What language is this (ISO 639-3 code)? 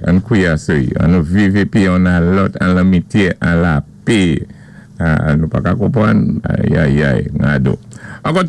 acf